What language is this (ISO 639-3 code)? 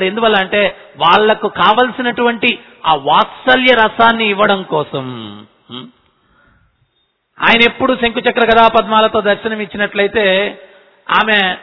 tel